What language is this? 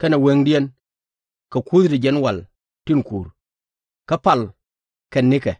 Nuer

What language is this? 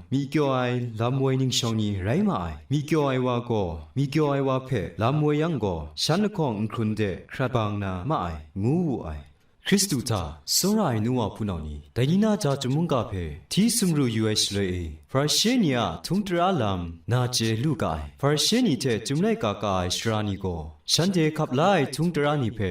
Kachin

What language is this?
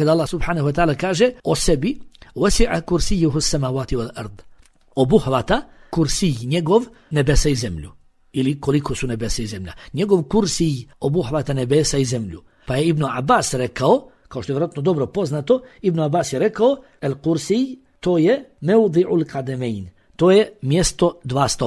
Bosnian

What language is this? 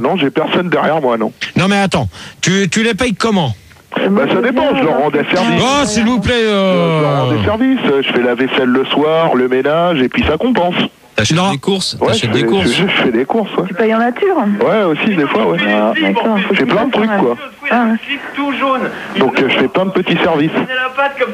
French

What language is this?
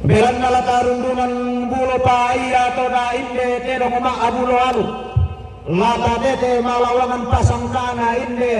Toraja-Sa'dan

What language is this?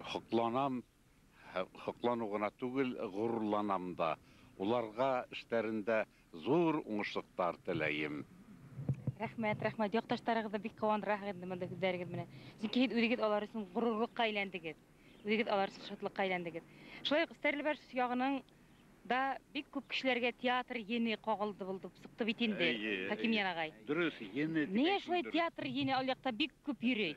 Bashkir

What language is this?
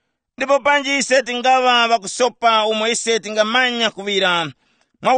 Tumbuka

